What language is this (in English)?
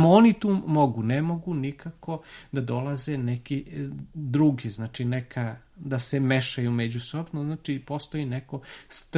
Serbian